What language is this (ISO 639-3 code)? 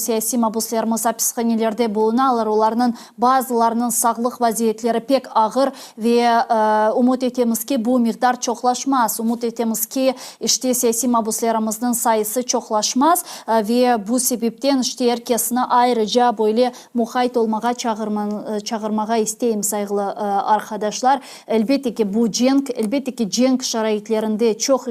crh